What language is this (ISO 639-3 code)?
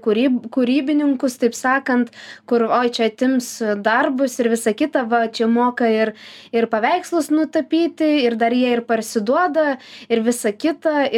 lit